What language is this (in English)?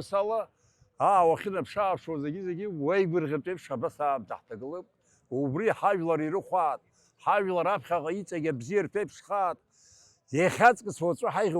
Abkhazian